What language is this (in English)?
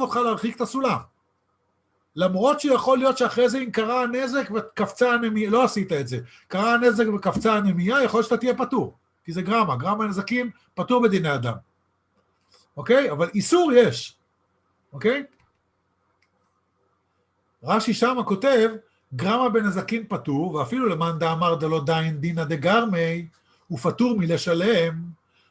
Hebrew